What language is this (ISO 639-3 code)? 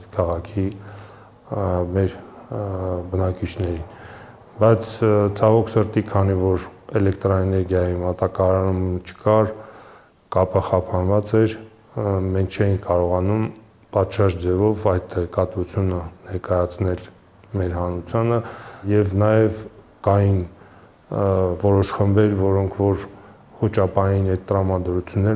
hye